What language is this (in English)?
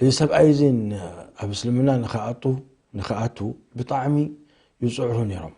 Tigrinya